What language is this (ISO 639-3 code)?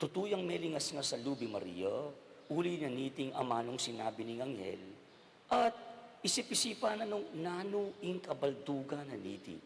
pam